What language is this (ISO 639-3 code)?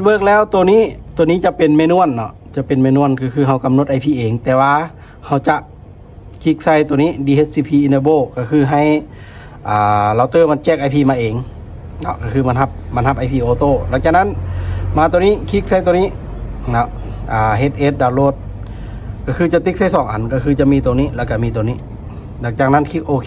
lao